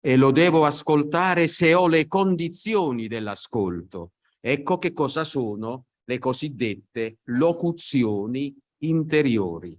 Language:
Italian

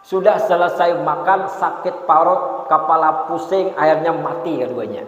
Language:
Banjar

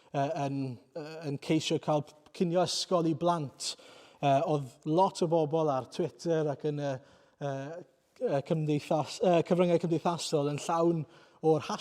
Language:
Welsh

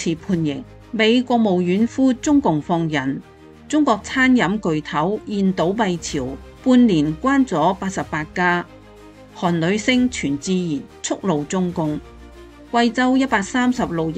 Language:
Cantonese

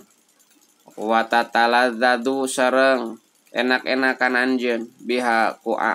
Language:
Sundanese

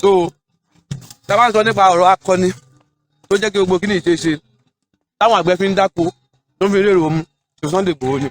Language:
Yoruba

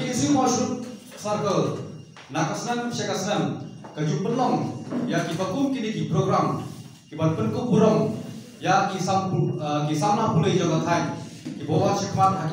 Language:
Khasi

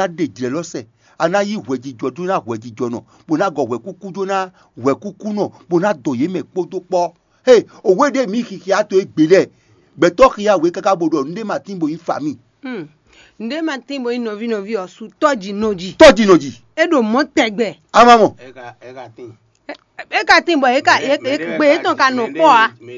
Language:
Fon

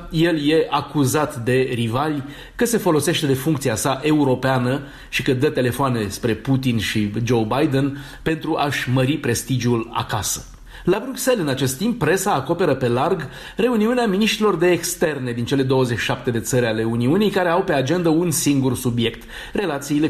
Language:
Romanian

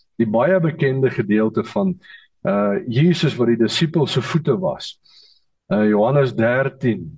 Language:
Afrikaans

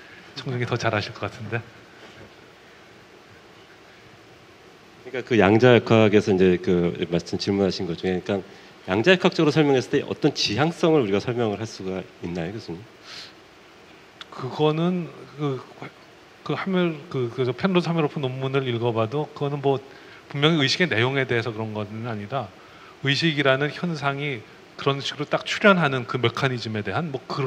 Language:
Korean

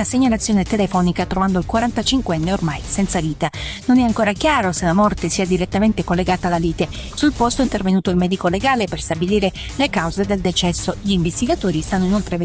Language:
Italian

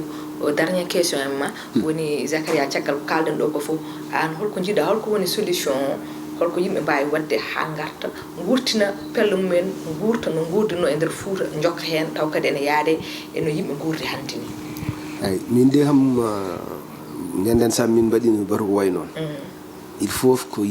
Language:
Fula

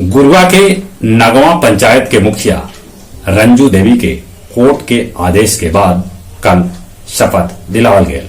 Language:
Magahi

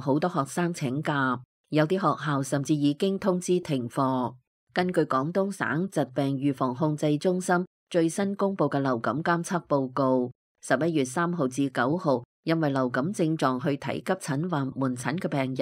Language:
Cantonese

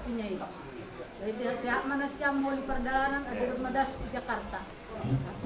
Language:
Batak Simalungun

